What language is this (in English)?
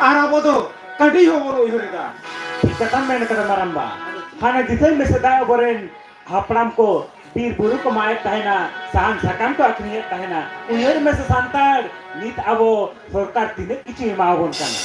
Santali